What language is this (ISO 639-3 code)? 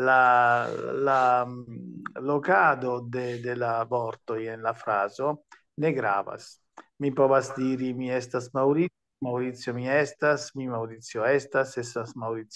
epo